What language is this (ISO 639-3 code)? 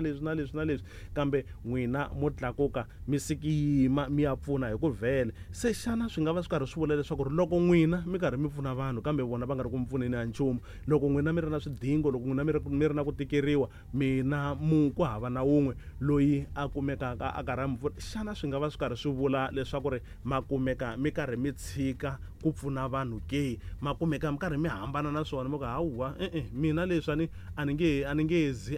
tso